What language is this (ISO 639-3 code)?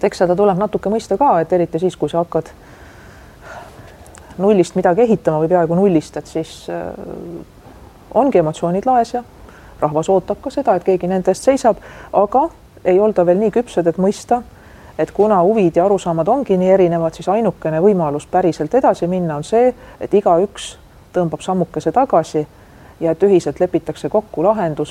est